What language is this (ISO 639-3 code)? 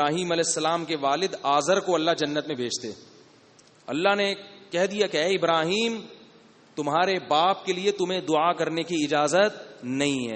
urd